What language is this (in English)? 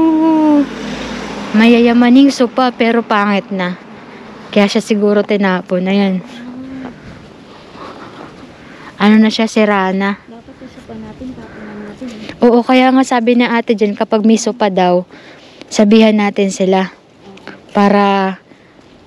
Filipino